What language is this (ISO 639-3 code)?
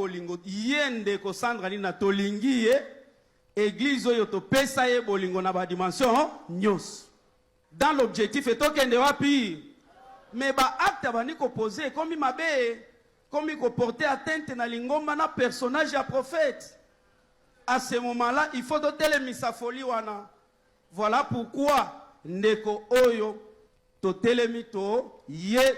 lin